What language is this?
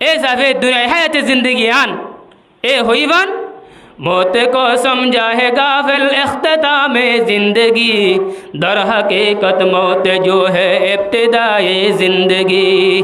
Rohingya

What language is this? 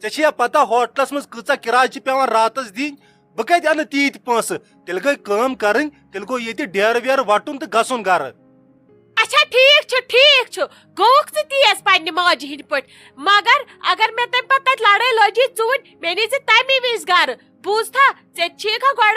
Kashmiri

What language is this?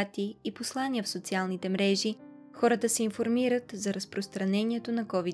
Bulgarian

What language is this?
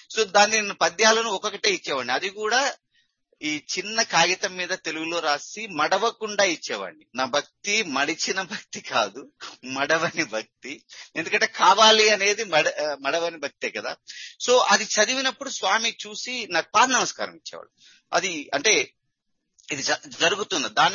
Telugu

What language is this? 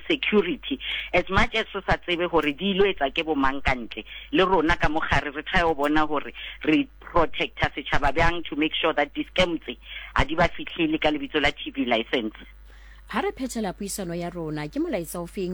Southern Sotho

